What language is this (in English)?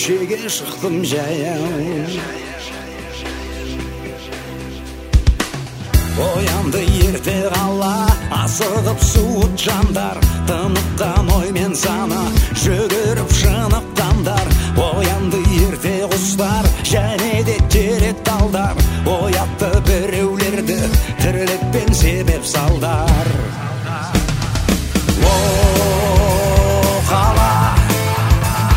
Kazakh